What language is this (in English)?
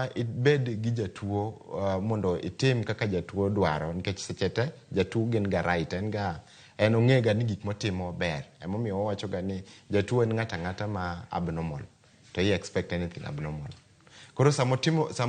Luo (Kenya and Tanzania)